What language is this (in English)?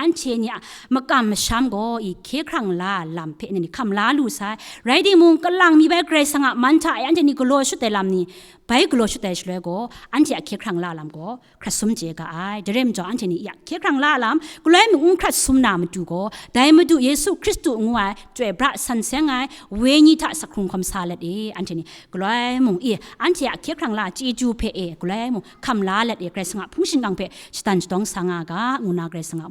Kachin